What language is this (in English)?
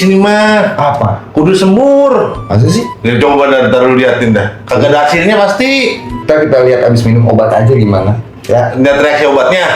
Betawi